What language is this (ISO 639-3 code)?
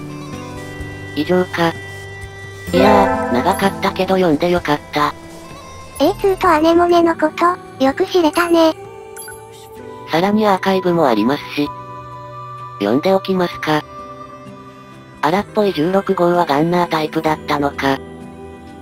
jpn